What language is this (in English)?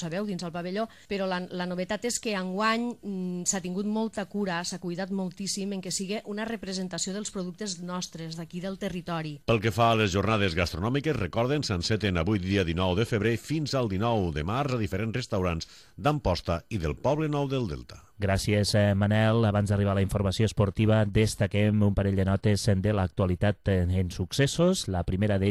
Catalan